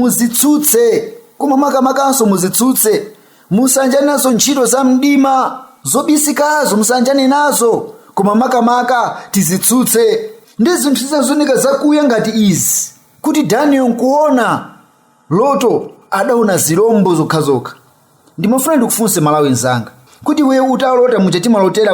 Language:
Nyanja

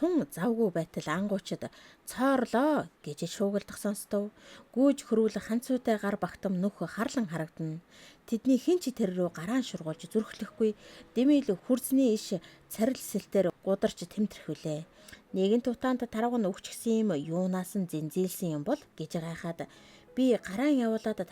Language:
Mongolian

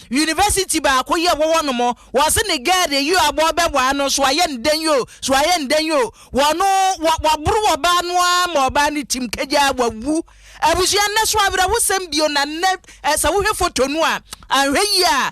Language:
Akan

